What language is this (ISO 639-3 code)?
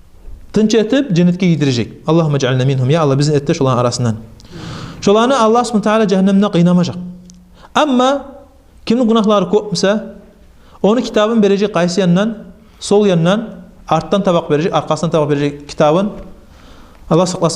kum